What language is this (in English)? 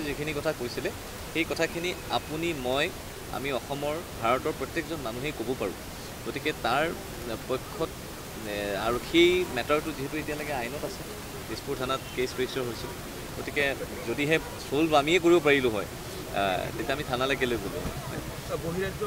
Assamese